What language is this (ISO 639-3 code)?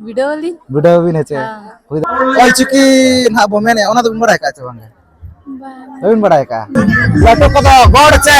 sat